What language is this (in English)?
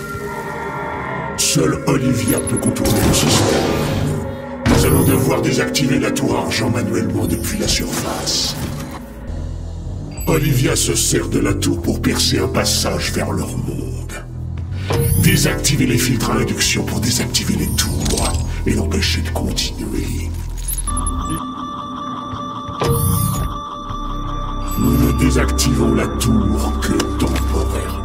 French